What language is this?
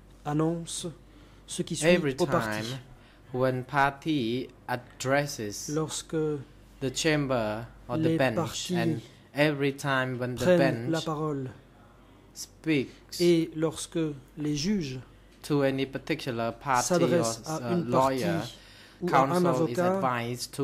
French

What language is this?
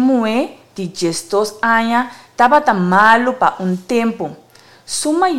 Papiamento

